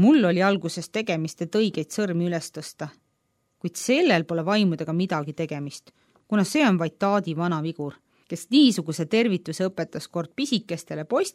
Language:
Estonian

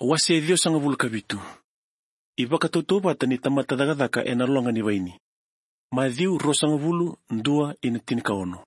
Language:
Fijian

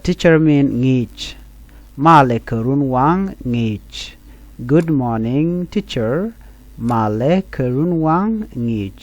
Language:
Nuer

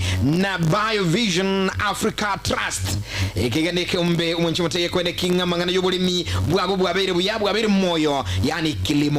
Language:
Gusii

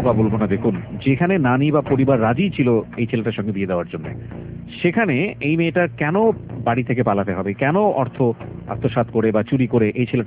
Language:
Bangla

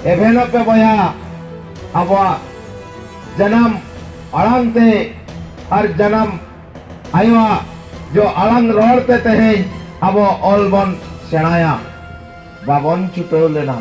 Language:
Santali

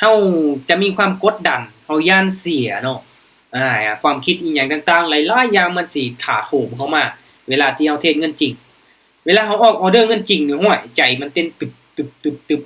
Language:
Lao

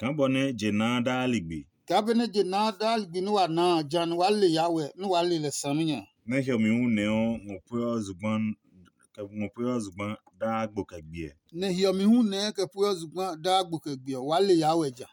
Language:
Adangme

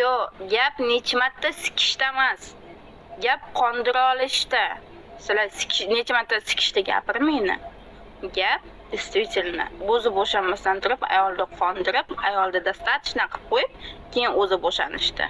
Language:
Uzbek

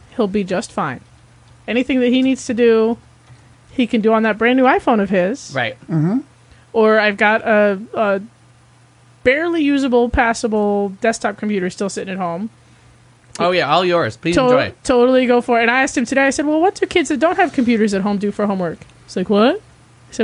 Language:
English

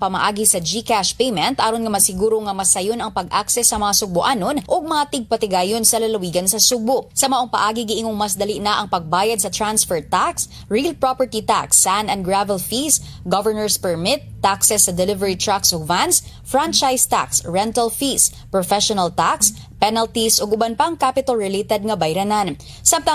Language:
Cebuano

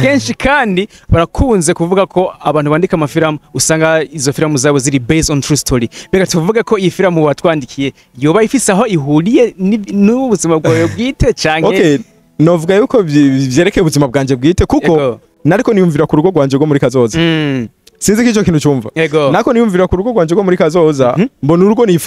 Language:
Rundi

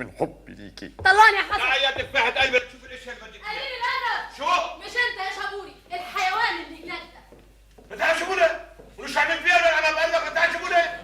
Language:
Egyptian Arabic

